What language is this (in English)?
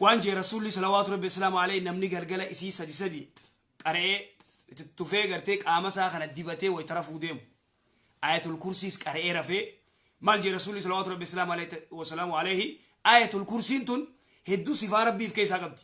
Oromo